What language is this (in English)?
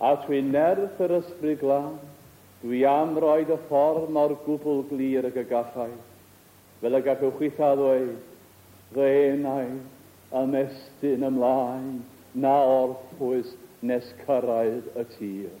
Welsh